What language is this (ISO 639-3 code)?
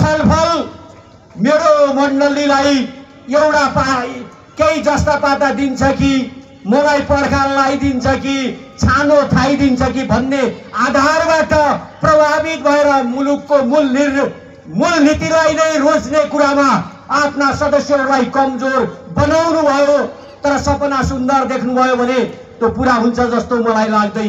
nep